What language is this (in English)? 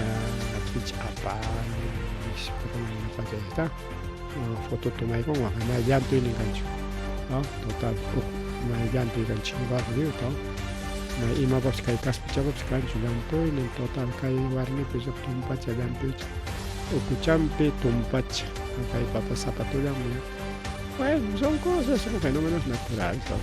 Ayacucho Quechua